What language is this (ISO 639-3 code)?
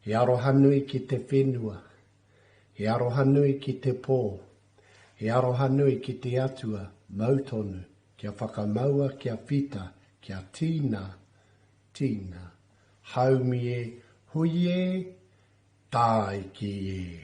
mri